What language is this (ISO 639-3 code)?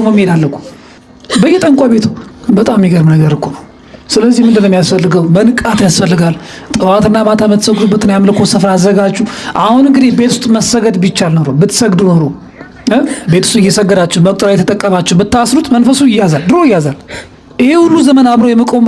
amh